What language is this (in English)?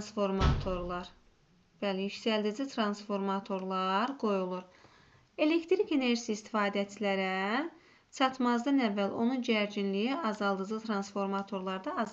Azerbaijani